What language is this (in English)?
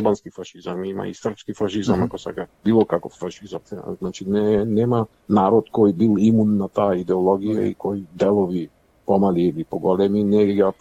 Macedonian